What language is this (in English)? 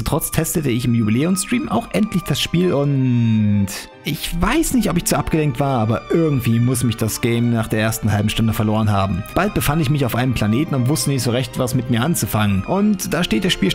German